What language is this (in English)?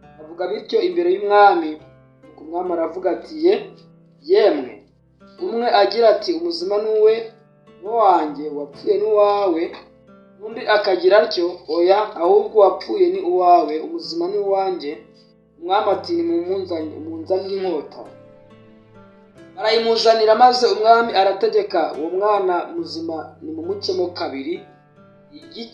Kinyarwanda